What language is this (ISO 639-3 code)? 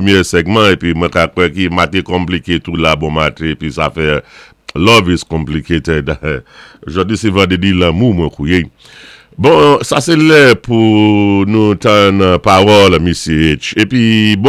acf